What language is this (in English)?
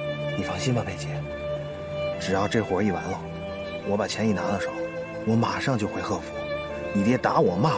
Chinese